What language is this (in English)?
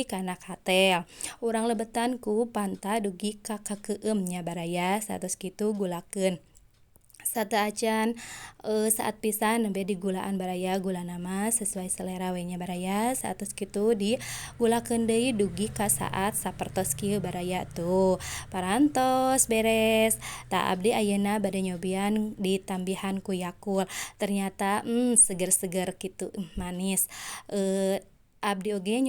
Sundanese